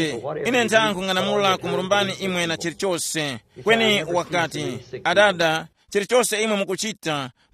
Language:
Tumbuka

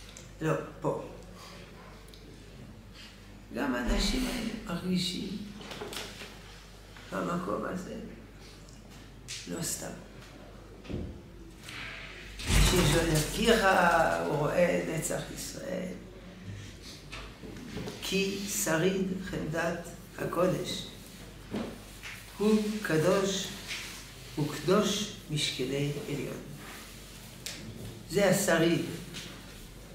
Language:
Hebrew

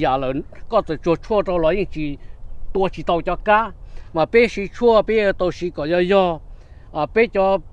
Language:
Hmong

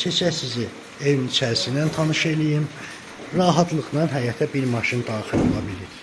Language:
Azerbaijani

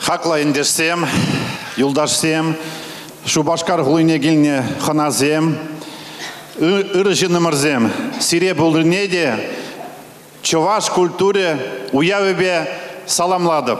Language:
Chuvash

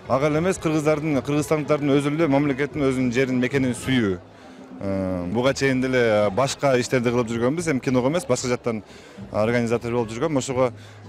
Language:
Kyrgyz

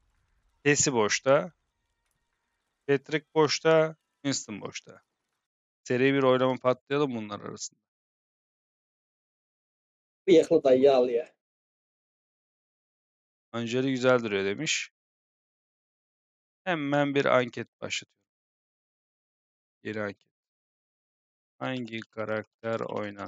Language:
Turkish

